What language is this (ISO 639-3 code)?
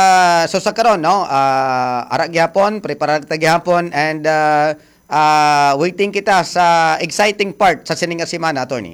hil